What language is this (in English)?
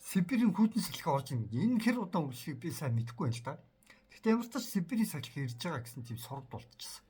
Mongolian